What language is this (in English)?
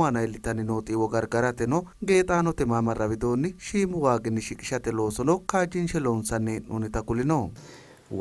Sidamo